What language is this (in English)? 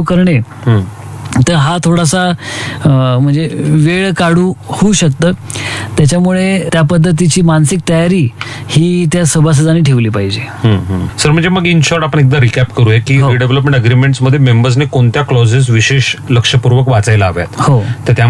Marathi